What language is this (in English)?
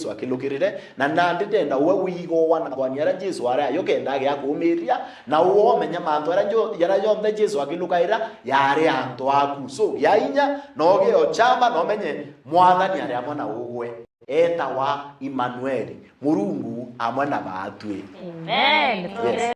Meru